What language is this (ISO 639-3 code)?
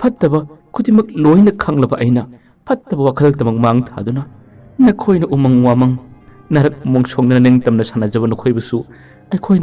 mni